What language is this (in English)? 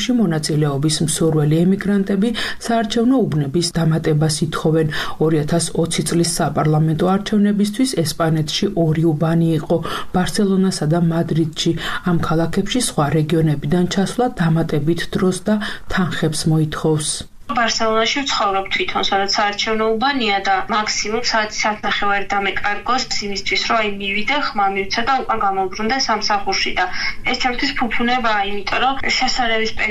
Georgian